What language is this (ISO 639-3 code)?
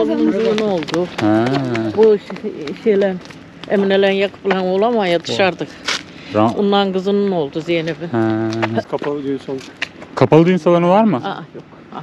tur